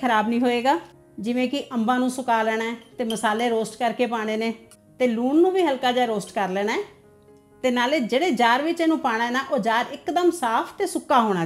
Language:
Punjabi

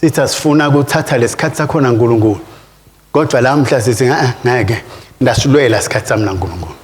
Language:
Swati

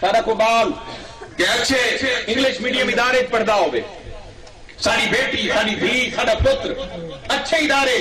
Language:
Saraiki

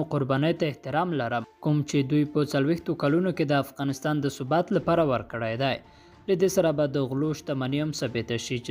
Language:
Pashto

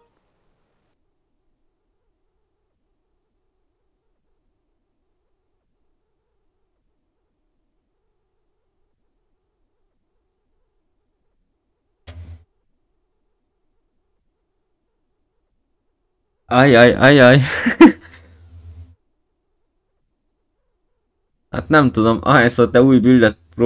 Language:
Hungarian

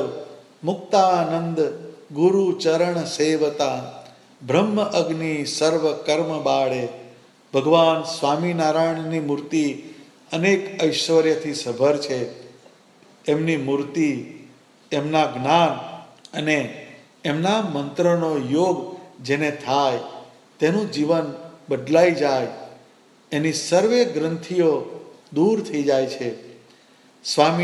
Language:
Gujarati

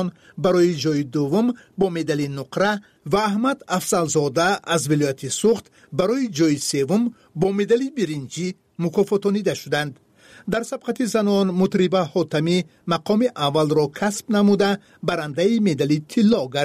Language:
Tajik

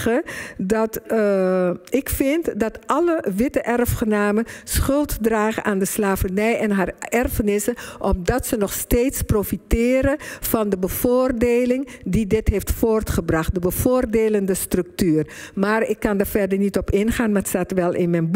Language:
Dutch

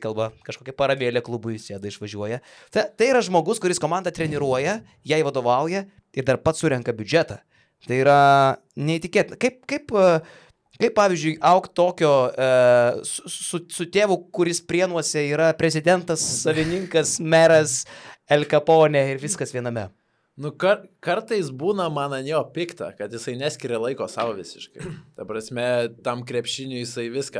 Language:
Lithuanian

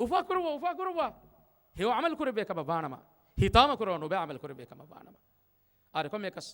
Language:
Divehi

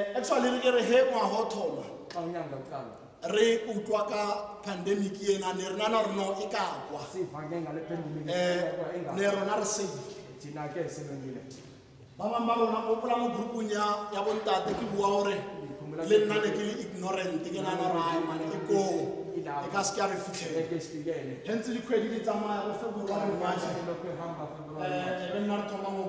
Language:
Tswana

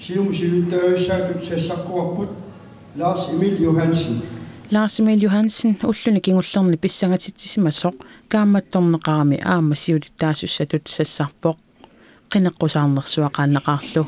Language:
Kalaallisut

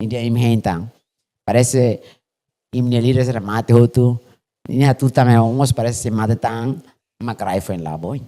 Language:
Tetum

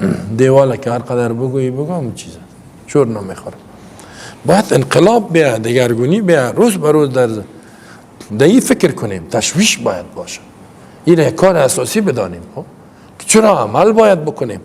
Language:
Persian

